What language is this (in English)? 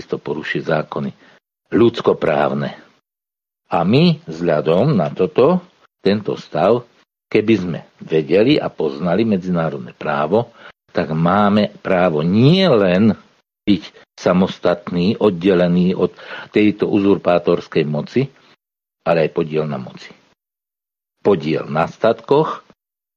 Slovak